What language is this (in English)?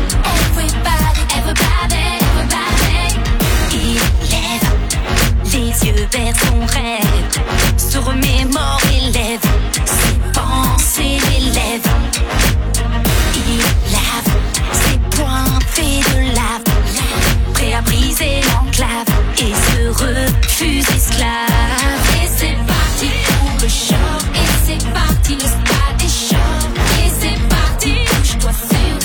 French